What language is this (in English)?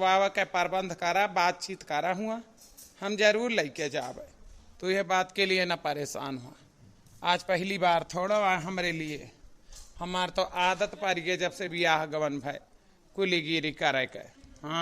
Awadhi